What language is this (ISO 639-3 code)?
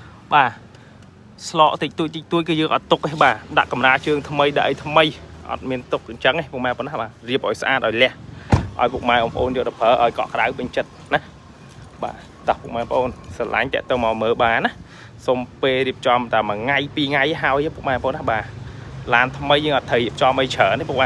khm